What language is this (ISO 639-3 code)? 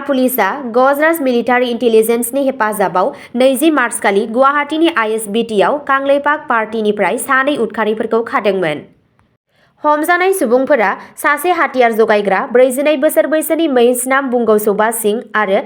brx